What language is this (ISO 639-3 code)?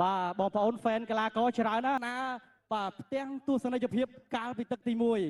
khm